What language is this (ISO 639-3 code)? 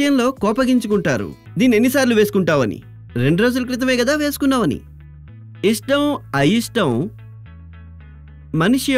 tel